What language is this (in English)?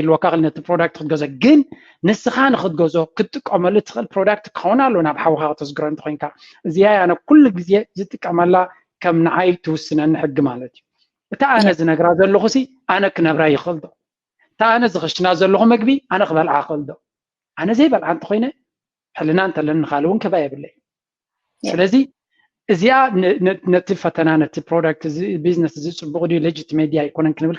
Tigrinya